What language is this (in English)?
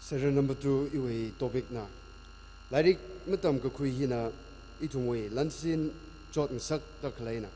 Tangkhul Naga (India)